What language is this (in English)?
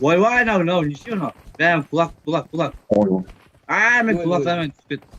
Kara-Kalpak